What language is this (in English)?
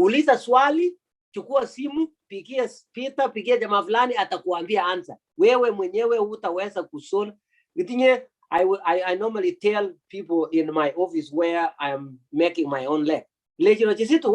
Kalenjin